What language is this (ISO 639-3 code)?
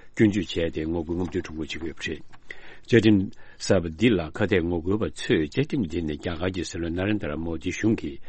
bod